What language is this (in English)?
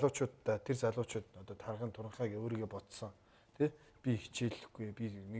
Mongolian